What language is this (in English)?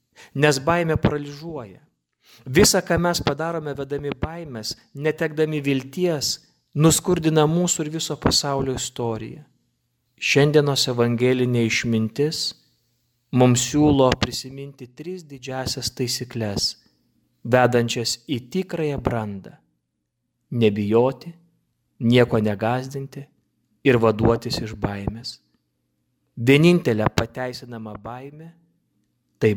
Lithuanian